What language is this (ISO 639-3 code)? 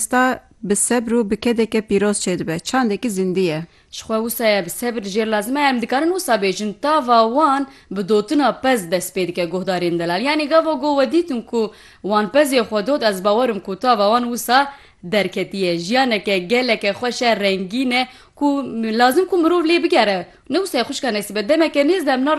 kur